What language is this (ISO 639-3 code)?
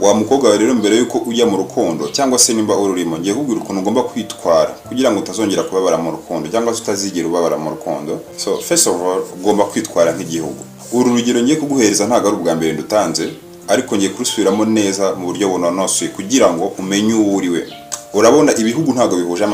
kin